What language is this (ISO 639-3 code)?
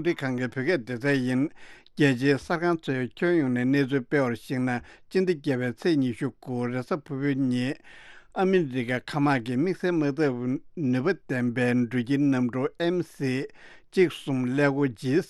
bod